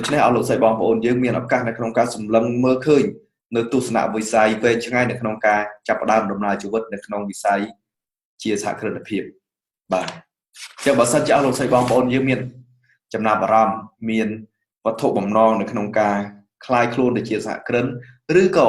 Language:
Khmer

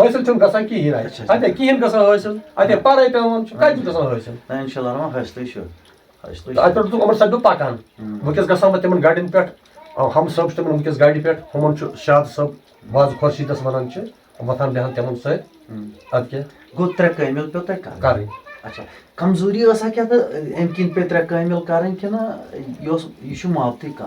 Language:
Kashmiri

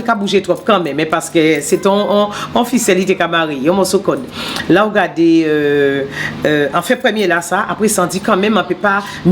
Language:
Guadeloupean Creole French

